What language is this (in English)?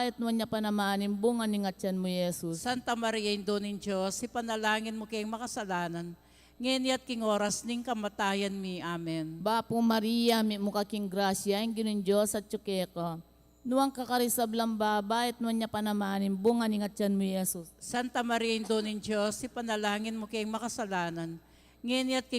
Pampanga